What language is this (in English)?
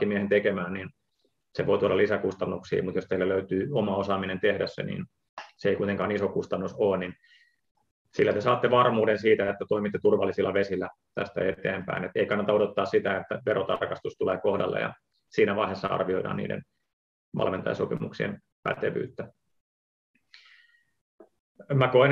Finnish